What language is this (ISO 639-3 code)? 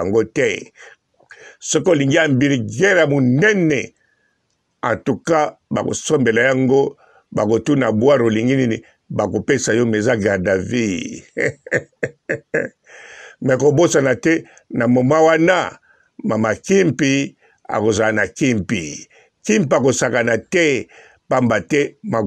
lin